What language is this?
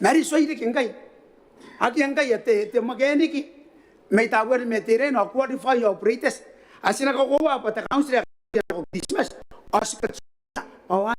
Gilbertese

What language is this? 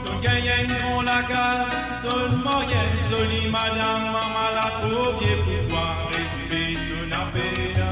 Morisyen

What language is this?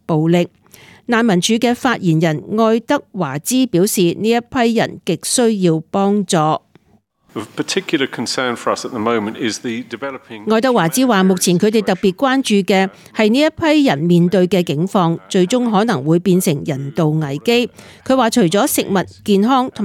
Cantonese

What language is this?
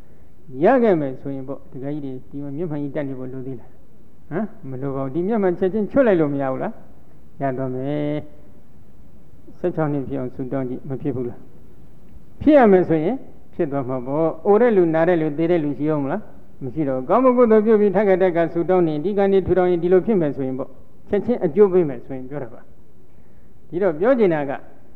Burmese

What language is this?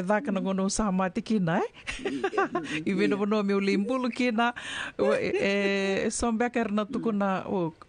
Fijian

